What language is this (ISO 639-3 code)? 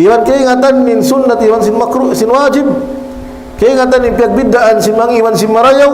tsg